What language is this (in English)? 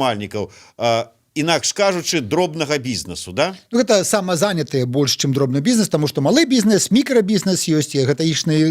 Belarusian